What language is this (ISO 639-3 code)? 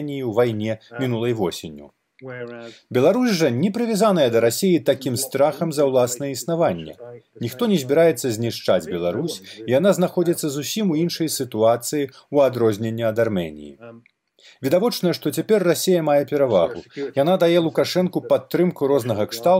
bel